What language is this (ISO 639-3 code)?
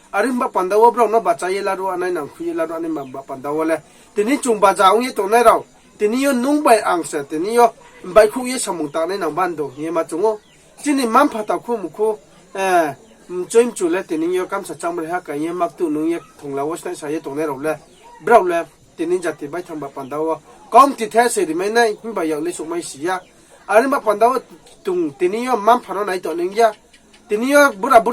ria